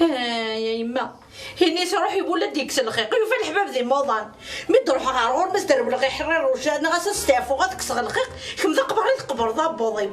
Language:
Kabyle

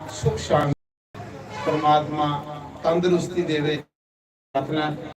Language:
Dogri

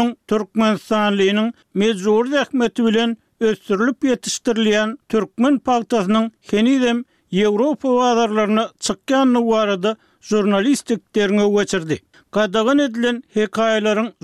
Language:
Turkmen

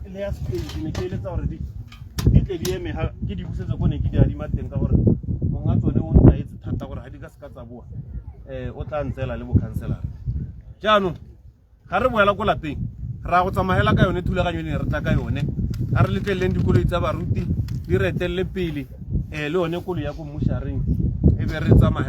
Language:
Tswana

